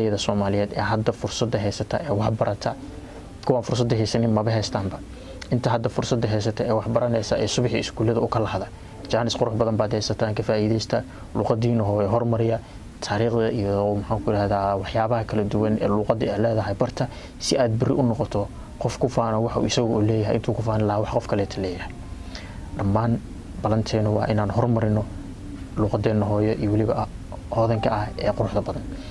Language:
Somali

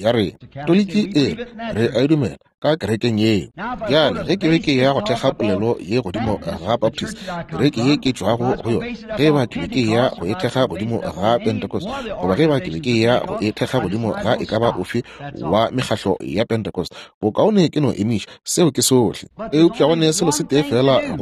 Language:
Northern Sotho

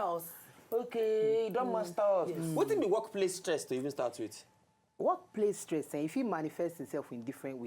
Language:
Nigerian Pidgin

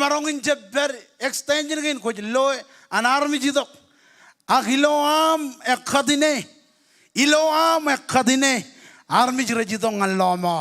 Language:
Marshallese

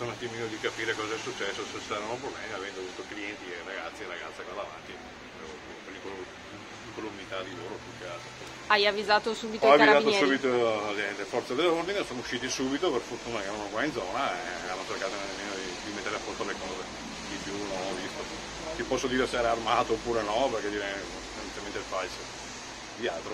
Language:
Italian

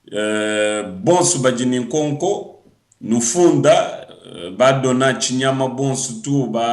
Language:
Luba-Lulua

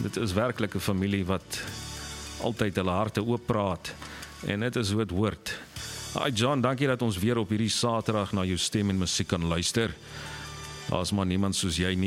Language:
Afrikaans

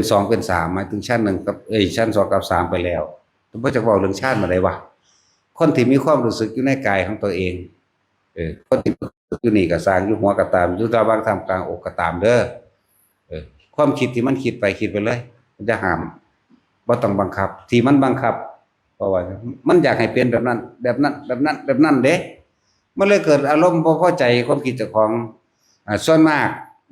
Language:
Northeastern Thai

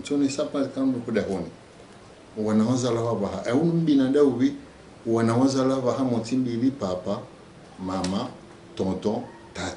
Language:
Ngazidja Comorian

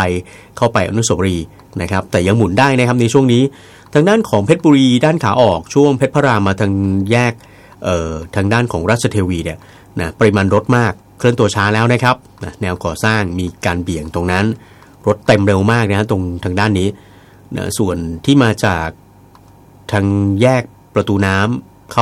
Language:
Thai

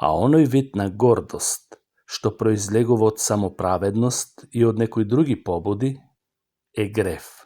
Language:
Macedonian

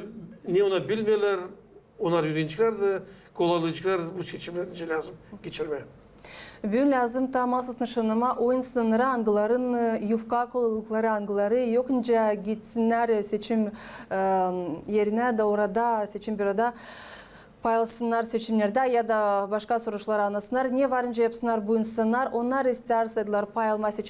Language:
Gagauz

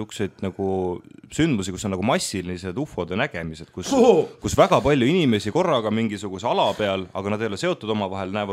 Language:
Estonian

